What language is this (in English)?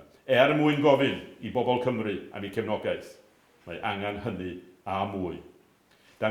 Welsh